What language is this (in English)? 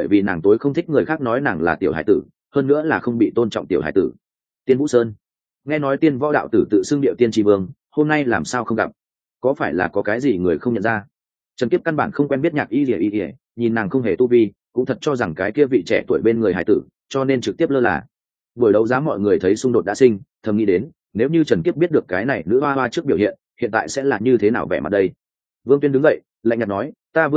Vietnamese